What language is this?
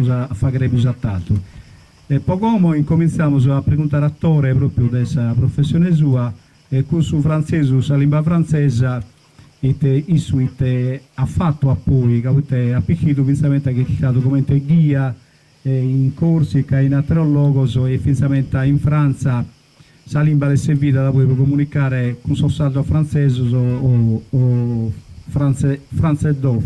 Sardinian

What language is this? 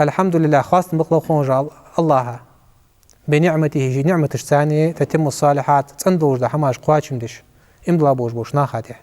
Ingush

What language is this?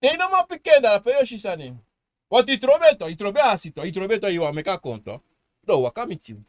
Sranan Tongo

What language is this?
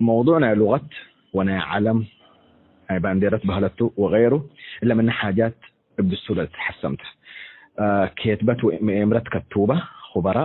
Tigre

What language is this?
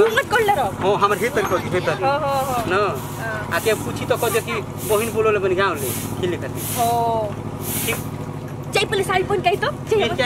Bhojpuri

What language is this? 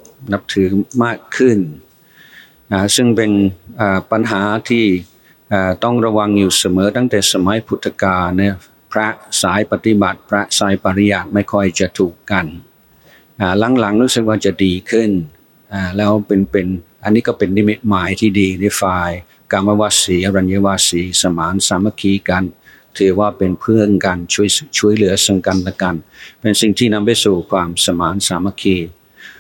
Thai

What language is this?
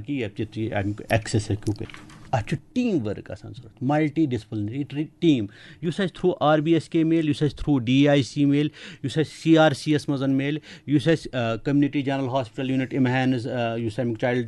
Kashmiri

